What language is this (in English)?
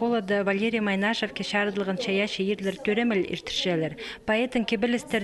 Khakas